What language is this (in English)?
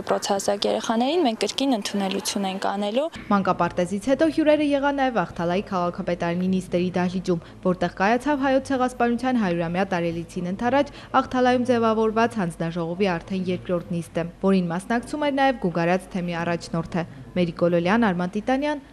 Armenian